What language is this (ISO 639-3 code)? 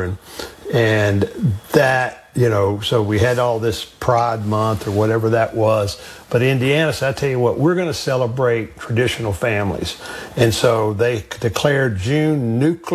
eng